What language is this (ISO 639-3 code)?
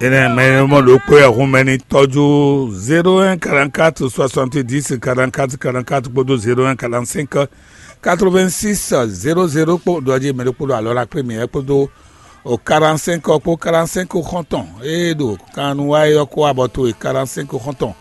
fon